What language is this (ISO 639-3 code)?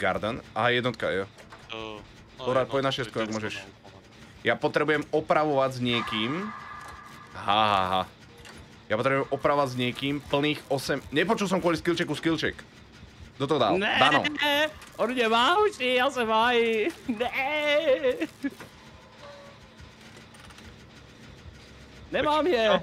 slk